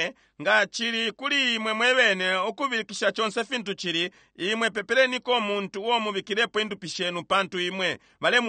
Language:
Bemba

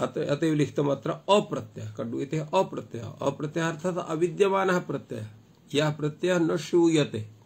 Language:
Sanskrit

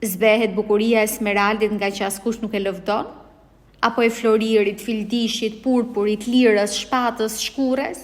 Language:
Albanian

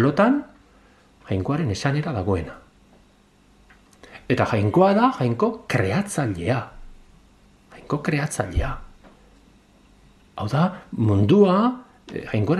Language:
Basque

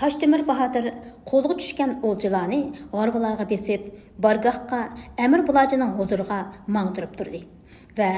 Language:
Uyghur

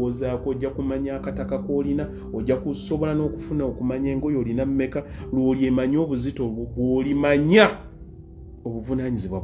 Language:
Ganda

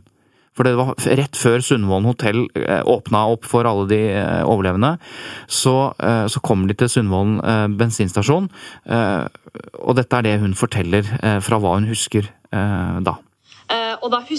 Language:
Norwegian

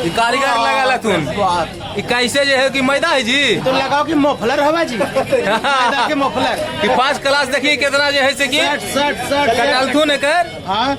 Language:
Magahi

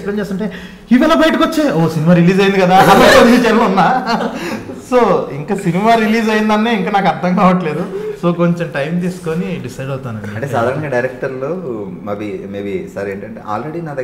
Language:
Telugu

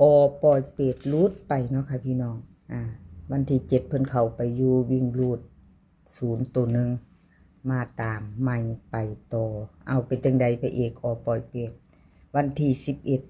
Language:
Northeastern Thai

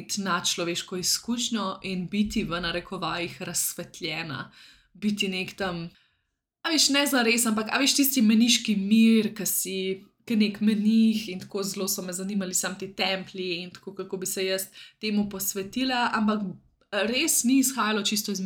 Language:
Slovenian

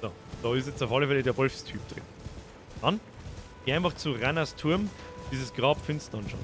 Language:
Bavarian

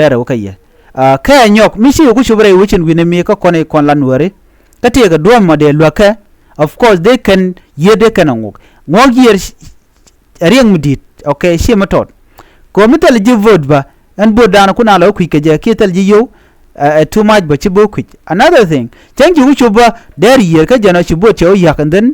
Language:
Nuer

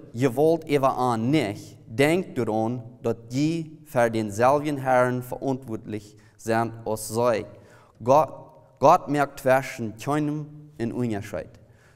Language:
Plautdietsch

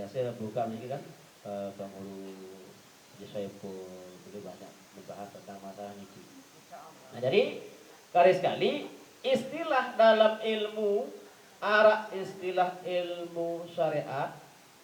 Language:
Sasak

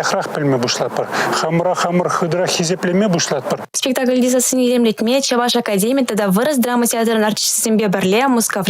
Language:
Chuvash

